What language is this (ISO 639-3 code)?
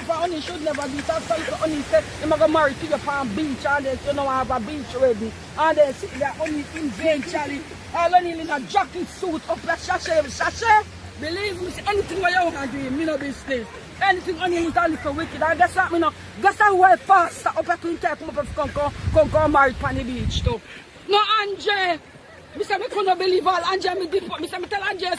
jam